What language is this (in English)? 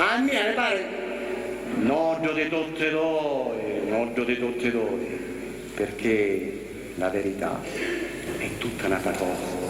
Sicilian